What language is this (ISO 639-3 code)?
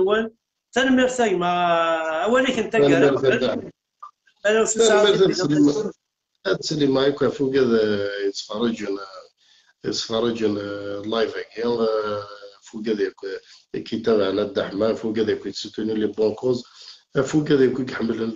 kab